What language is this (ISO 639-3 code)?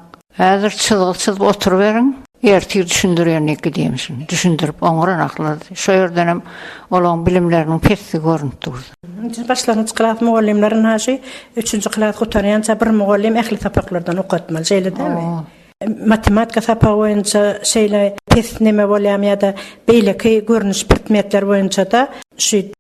tuk